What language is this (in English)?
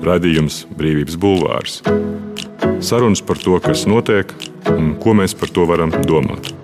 Latvian